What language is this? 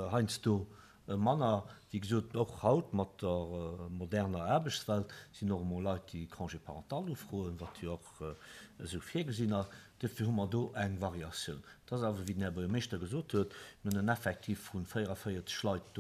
Luxembourgish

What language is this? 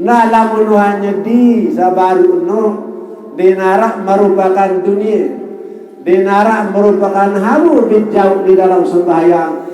Sasak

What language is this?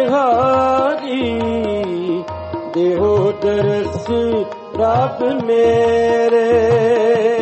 Punjabi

